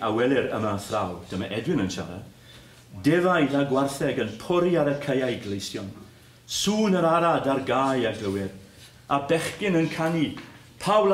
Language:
Welsh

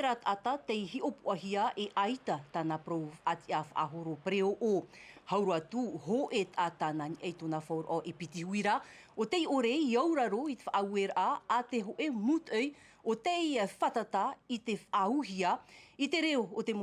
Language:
Tahitian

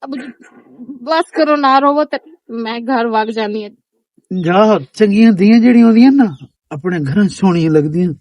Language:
Western Panjabi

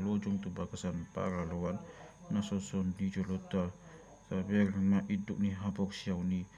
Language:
Batak Toba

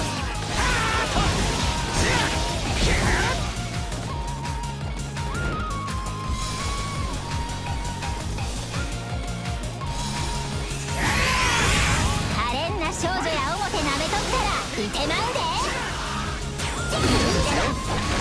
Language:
Japanese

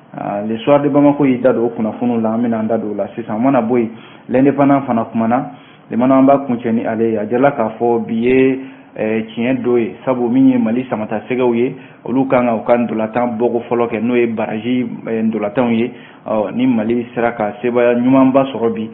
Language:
Bambara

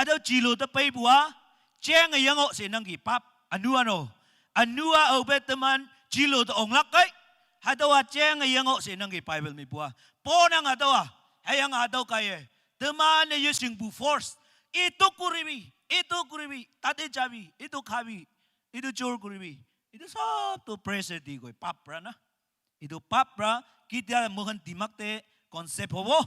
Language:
Naga Pidgin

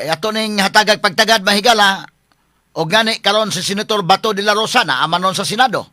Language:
Cebuano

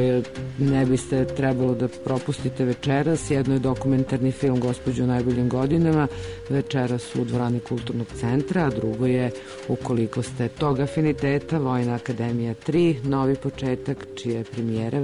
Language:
Serbian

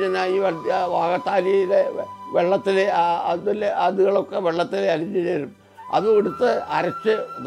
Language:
Malayalam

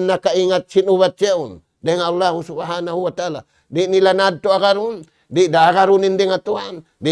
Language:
Tausug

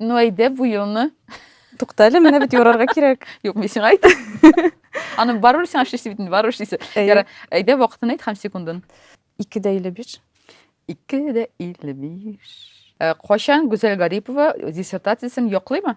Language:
Tatar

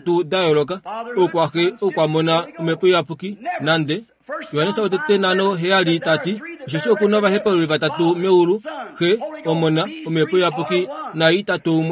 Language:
Kuanyama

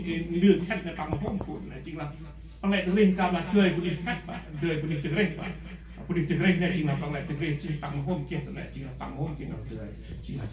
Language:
Central Mnong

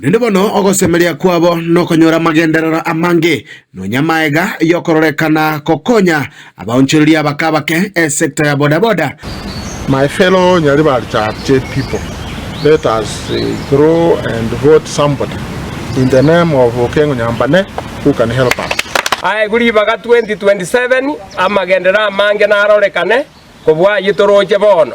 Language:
Gusii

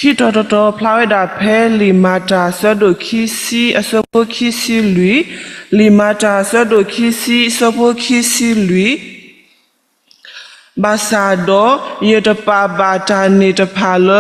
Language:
S'gaw Karen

